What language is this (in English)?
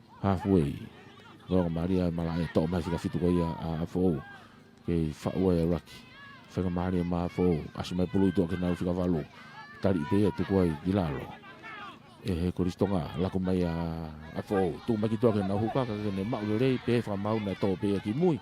Tongan